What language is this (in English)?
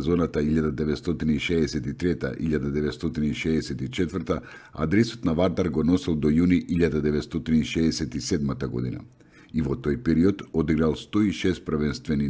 Macedonian